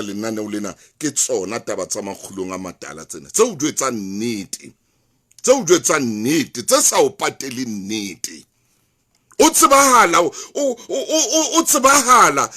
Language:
Southern Sotho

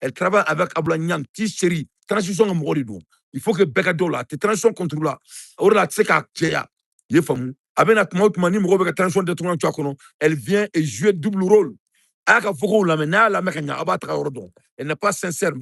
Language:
Bambara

